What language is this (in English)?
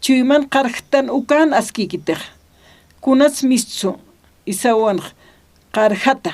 Aymara